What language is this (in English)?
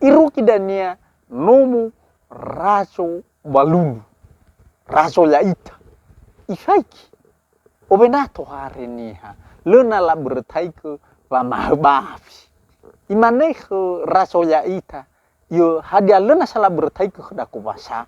Nias